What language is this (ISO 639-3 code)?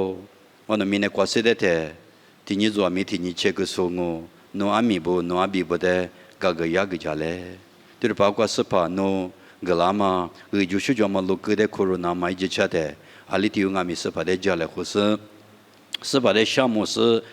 lis